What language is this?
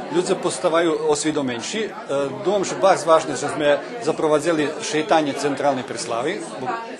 Rusyn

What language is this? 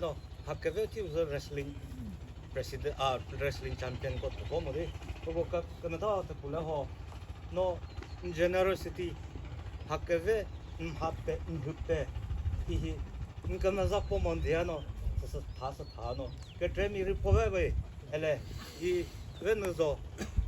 Chokri Naga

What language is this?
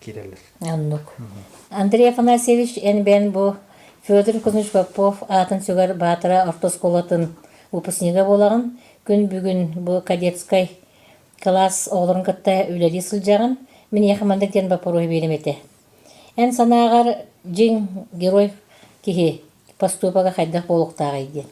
Yakut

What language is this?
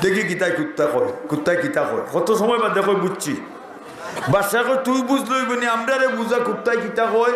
Sylheti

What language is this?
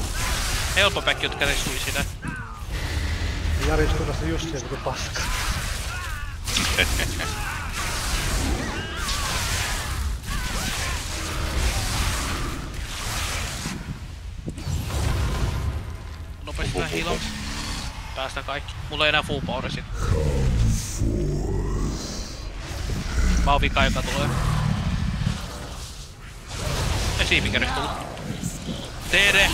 Finnish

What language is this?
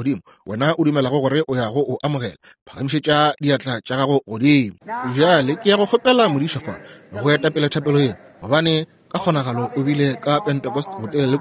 Northern Sotho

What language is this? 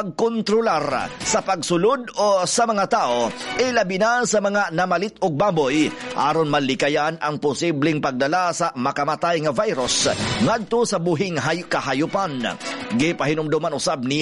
Cebuano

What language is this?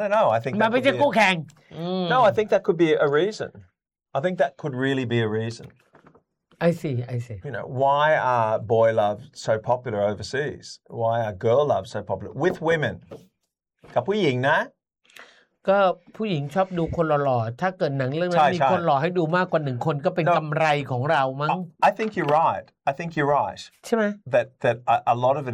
Thai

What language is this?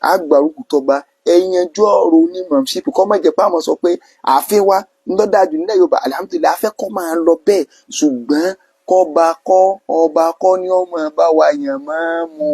Yoruba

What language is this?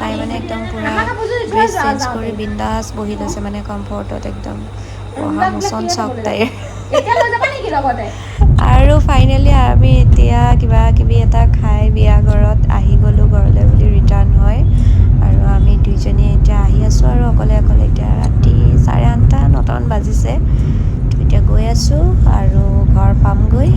Assamese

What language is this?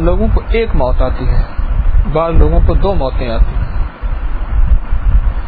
Urdu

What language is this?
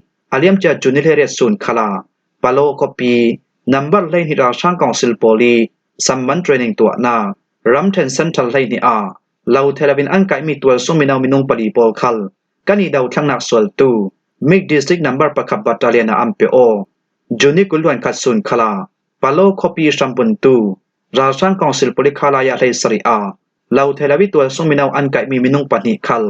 Falam Chin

